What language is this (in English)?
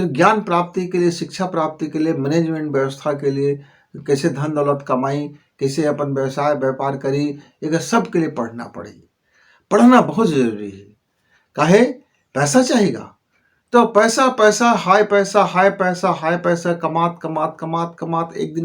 Chhattisgarhi